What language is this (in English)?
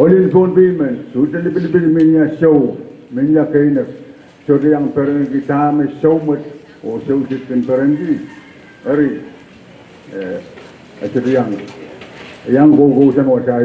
Pohnpeian